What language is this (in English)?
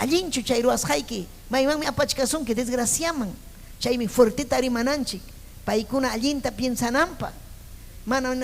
Ayacucho Quechua